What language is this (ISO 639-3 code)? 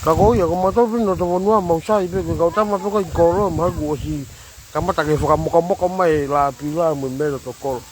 ton